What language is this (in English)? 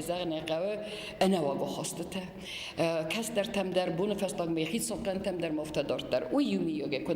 Ossetic